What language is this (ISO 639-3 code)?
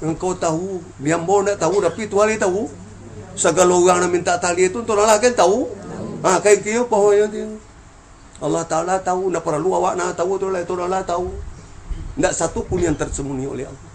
min